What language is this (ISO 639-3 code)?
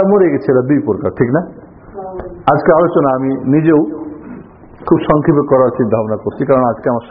ben